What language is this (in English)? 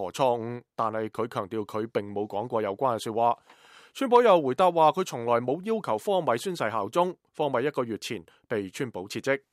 Cantonese